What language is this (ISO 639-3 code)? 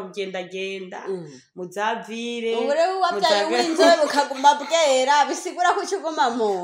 run